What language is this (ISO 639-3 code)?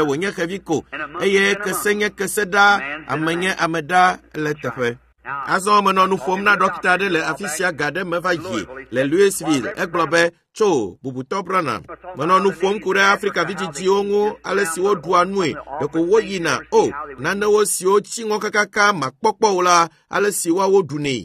ewe